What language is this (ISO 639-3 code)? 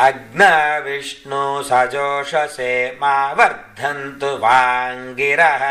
san